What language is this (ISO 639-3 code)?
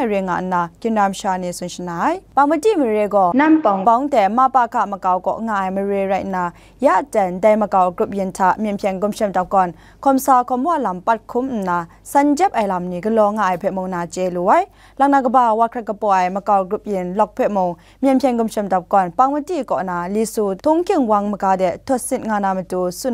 kac